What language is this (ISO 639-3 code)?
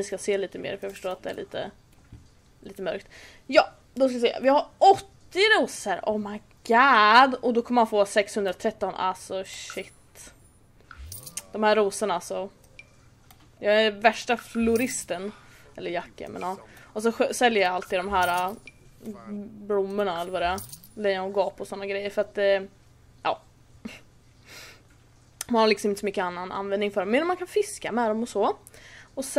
swe